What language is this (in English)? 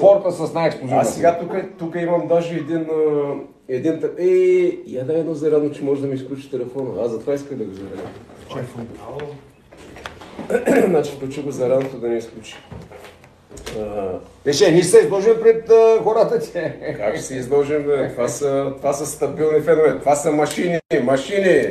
Bulgarian